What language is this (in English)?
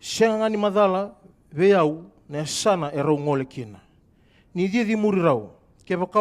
Fijian